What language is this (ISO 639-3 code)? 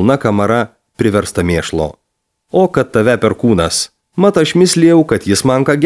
lit